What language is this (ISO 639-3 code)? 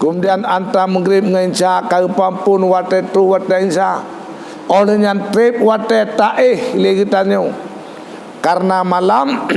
ace